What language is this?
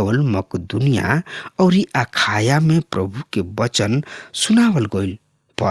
Bhojpuri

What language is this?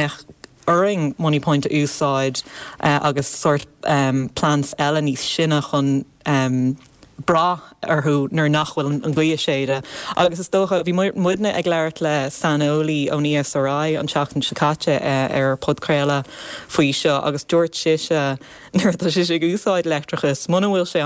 Irish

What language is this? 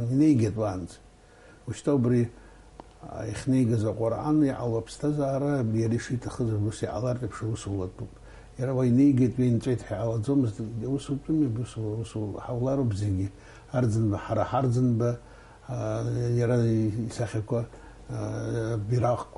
Abkhazian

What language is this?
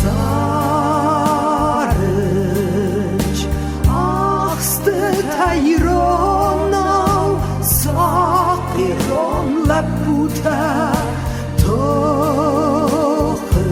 Ossetic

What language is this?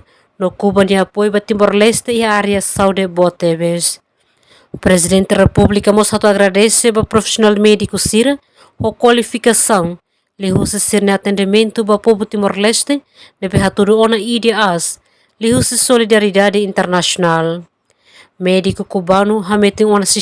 Tetum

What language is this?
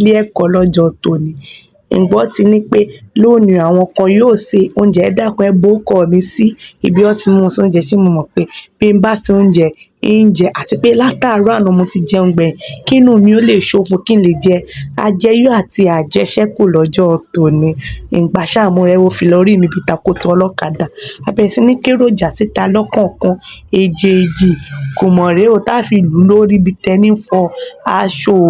Yoruba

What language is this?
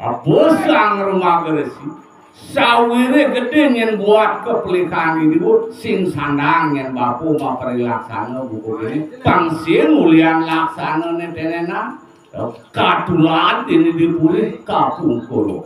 Balinese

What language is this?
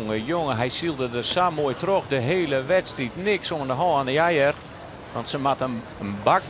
Western Frisian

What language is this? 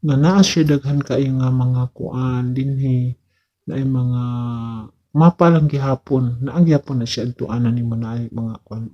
Cebuano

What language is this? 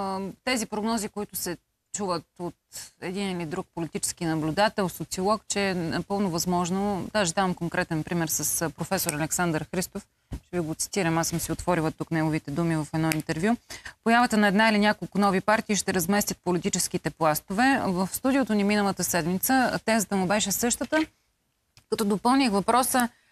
Bulgarian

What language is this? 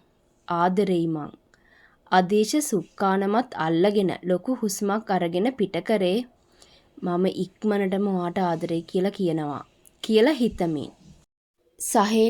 Sinhala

